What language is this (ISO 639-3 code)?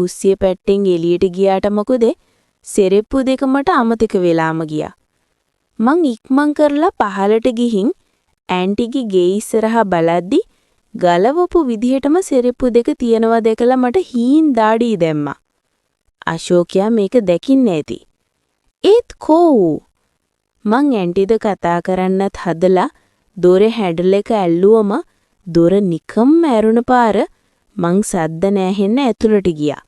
sin